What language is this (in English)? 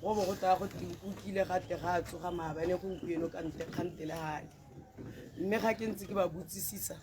Tswana